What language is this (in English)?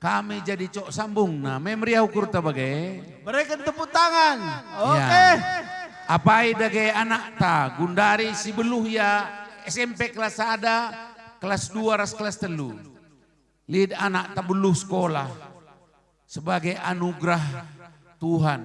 Batak Karo